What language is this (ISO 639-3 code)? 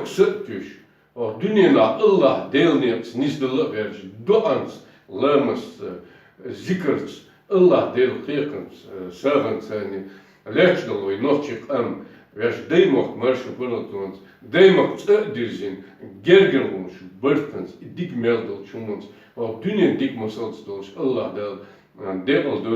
che